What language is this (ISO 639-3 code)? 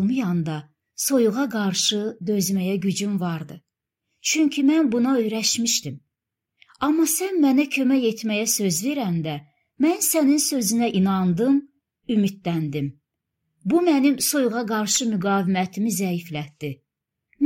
aze